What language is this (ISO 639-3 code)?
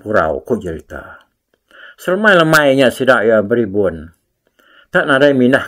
iba